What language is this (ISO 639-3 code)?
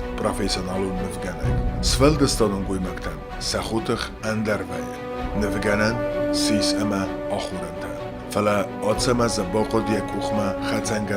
oss